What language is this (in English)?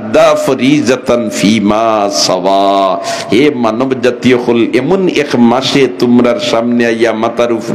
Sylheti